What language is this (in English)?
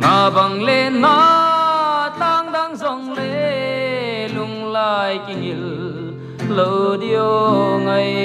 Paite Chin